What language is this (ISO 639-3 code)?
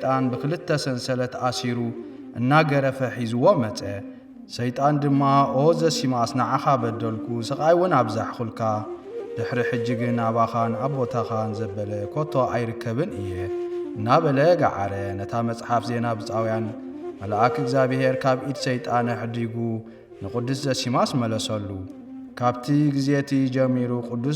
tir